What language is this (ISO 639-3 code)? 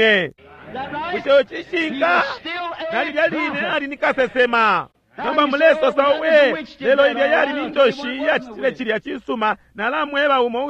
bem